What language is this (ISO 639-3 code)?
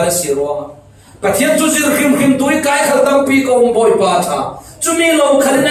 cfm